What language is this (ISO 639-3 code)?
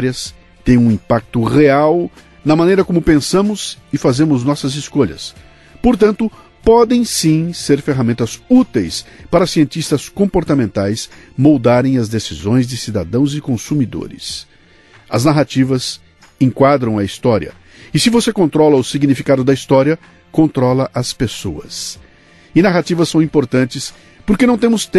por